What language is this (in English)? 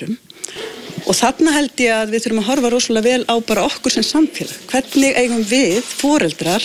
Icelandic